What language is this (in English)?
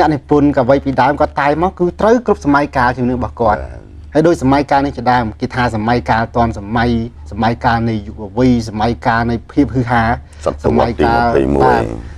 Khmer